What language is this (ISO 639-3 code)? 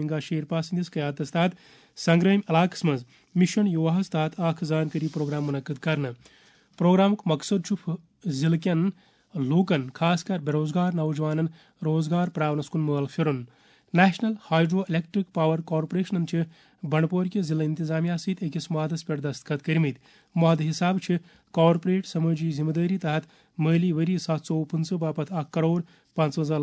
kas